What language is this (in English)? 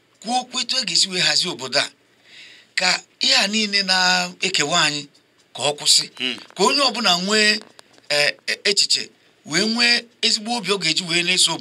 Igbo